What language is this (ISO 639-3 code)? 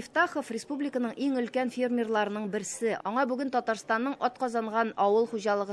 tat